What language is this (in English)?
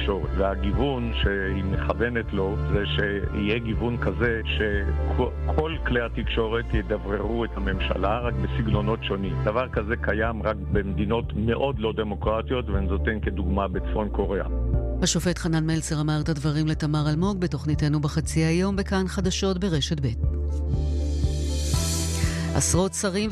Hebrew